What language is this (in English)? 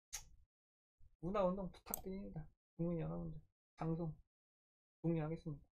Korean